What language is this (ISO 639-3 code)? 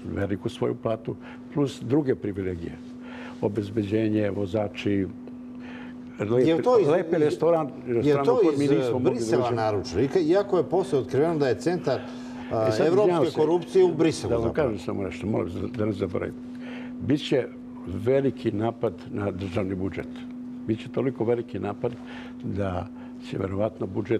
srp